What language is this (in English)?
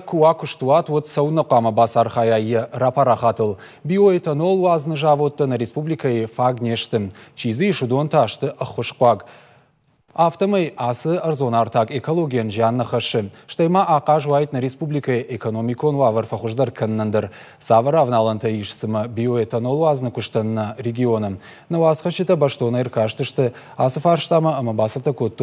Ossetic